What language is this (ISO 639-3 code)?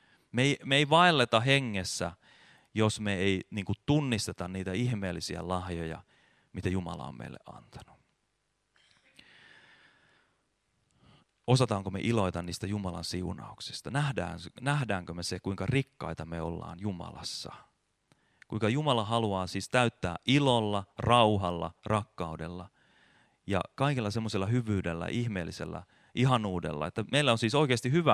fin